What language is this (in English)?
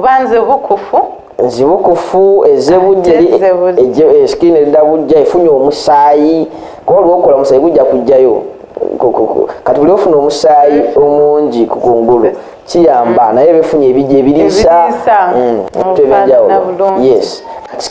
Ganda